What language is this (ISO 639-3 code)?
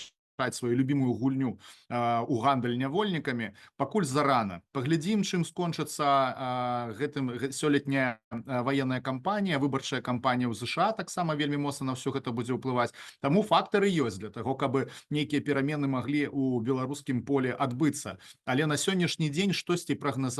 bel